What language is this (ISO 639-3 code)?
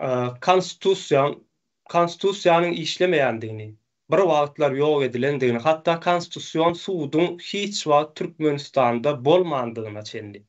tuk